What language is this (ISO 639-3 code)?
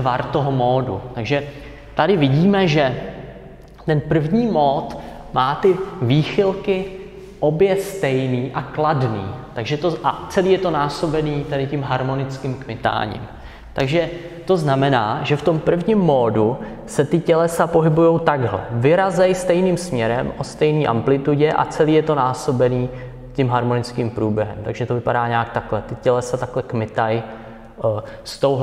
ces